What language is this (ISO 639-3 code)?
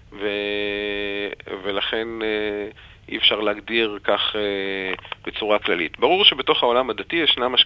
heb